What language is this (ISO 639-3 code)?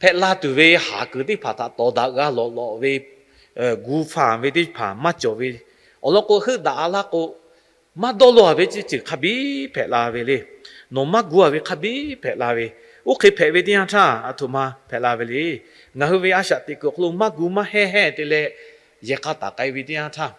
lhu